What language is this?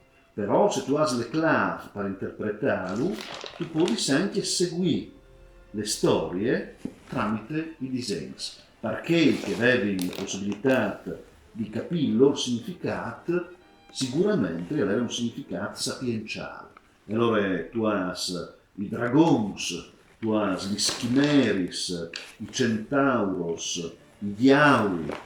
Friulian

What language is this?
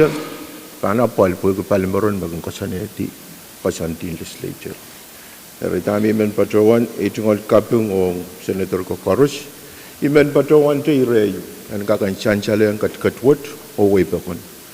Pohnpeian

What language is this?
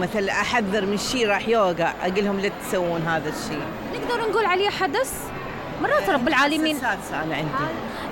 Mesopotamian Arabic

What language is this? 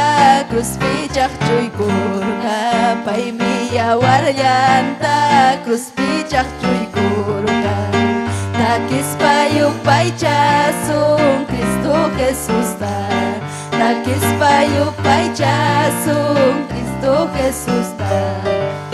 Ayacucho Quechua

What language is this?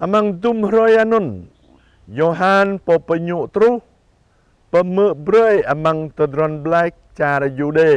Jarai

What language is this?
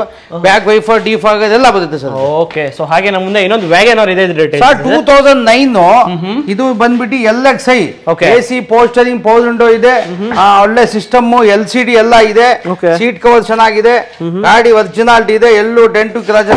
Kannada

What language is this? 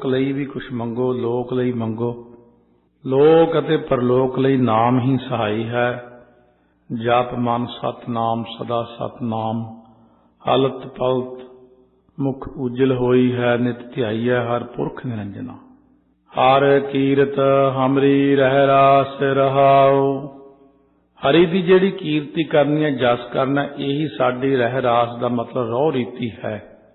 Punjabi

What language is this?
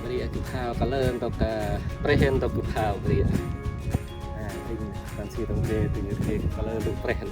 Central Mnong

